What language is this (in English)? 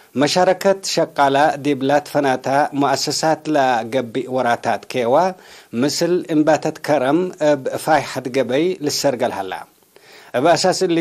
Tigre